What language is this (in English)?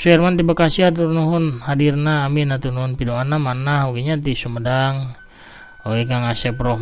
Sundanese